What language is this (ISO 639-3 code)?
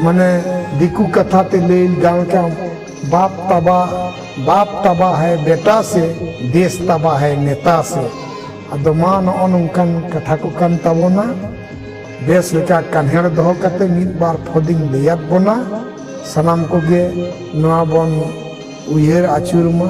sat